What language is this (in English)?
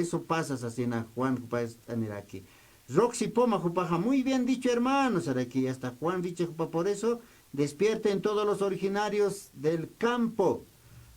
Aymara